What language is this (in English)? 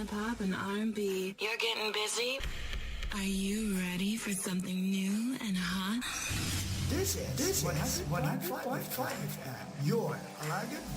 Hiligaynon